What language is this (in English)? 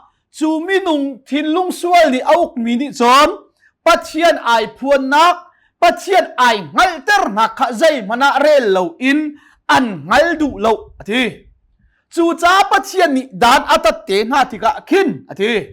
Hakha Chin